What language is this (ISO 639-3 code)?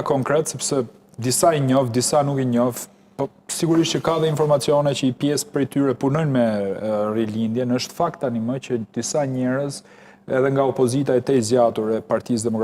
sqi